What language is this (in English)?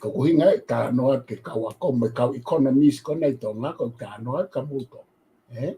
Tongan